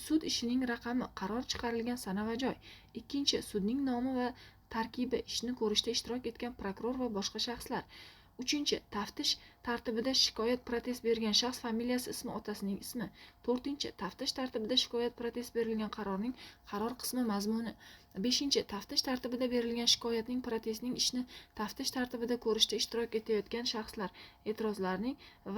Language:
Uzbek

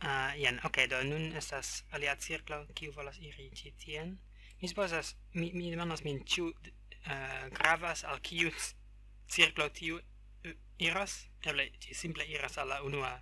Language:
Esperanto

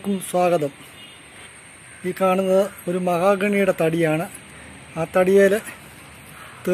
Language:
Malayalam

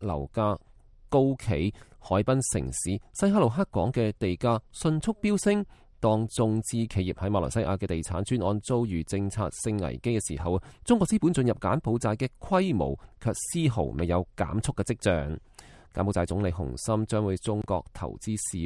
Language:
Cantonese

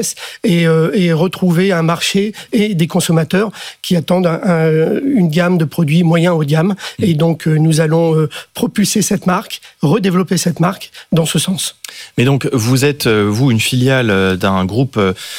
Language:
French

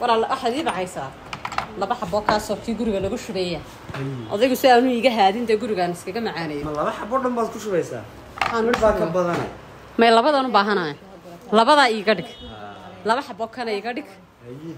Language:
Somali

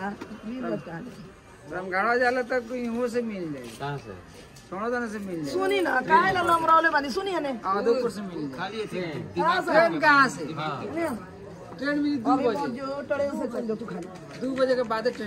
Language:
Bhojpuri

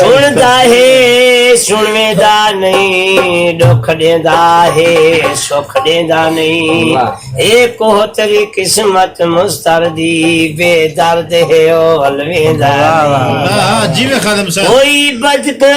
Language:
Saraiki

